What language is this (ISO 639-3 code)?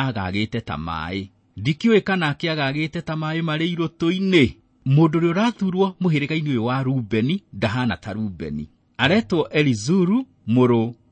kik